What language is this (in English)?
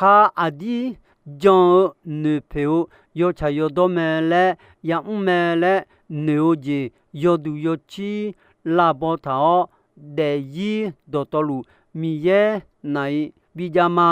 Akha